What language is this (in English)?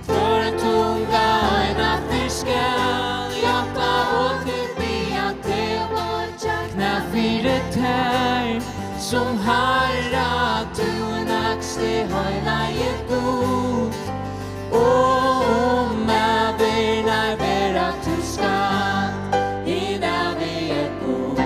Faroese